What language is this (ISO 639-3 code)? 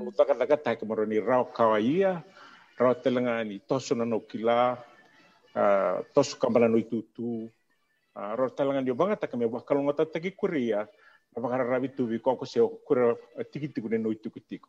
fij